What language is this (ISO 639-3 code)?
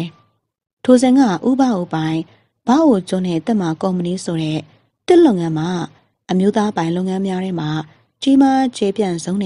mya